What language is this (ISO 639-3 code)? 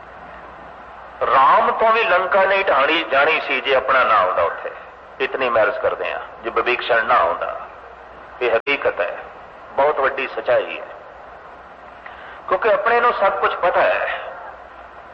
pan